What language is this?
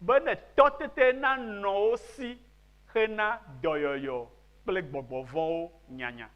Ewe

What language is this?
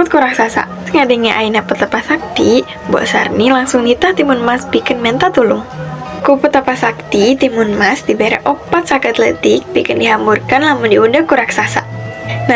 Sundanese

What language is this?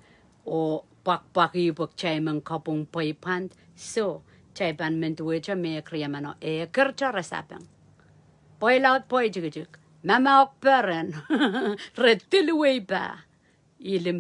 Pohnpeian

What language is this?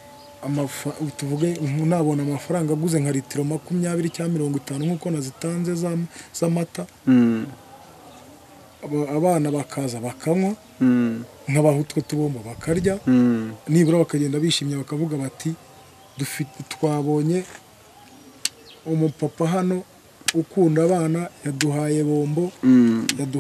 Kinyarwanda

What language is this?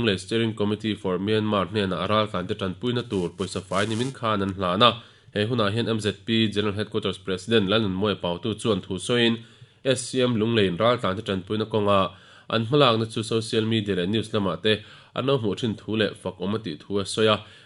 Mizo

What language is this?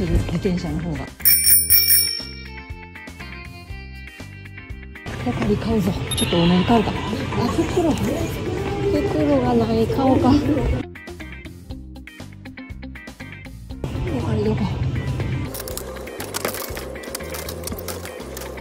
Japanese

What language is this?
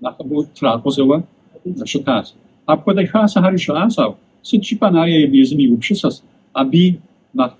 Kabardian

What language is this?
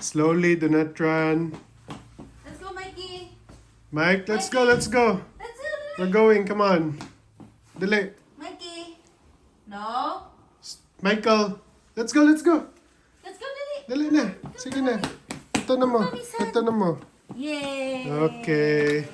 Cebuano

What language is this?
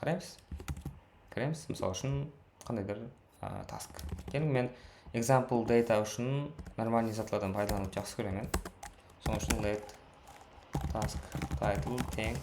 Kara-Kalpak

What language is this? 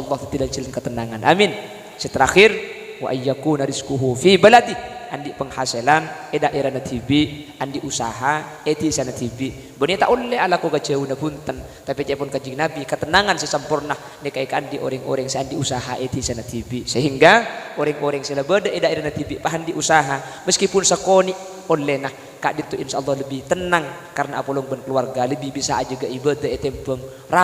Madurese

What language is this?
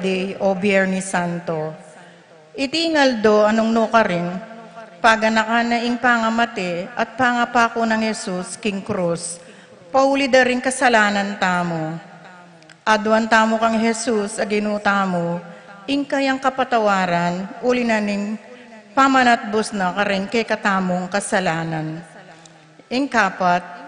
Pampanga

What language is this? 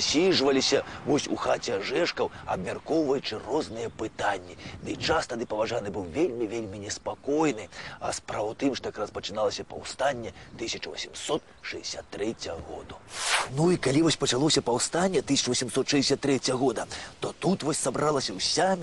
Belarusian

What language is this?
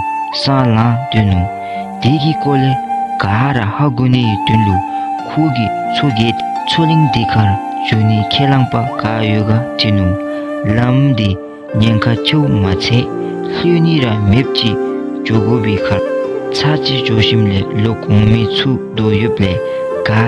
Dzongkha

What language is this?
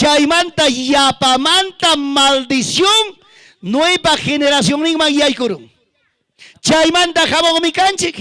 Ayacucho Quechua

